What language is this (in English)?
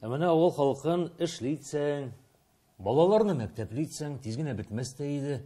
Tatar